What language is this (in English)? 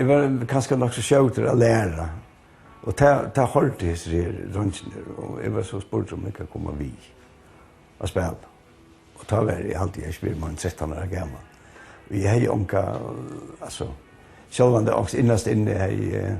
Faroese